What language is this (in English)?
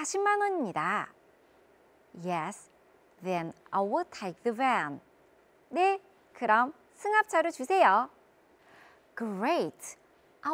Korean